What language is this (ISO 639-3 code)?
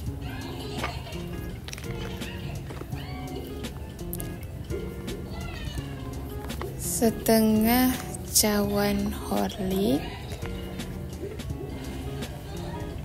msa